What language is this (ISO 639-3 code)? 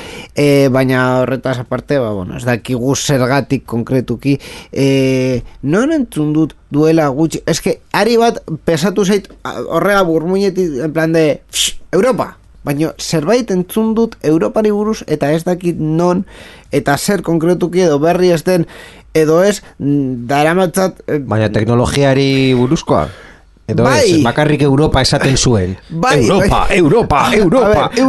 eus